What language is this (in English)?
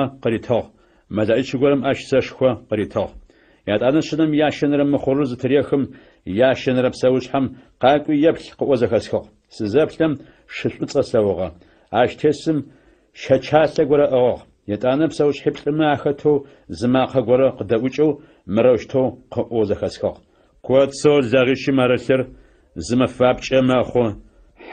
Adyghe